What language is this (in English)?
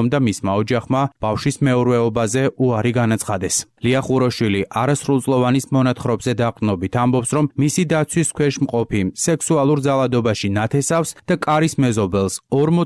Georgian